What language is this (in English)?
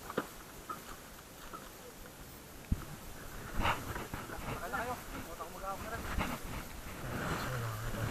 Filipino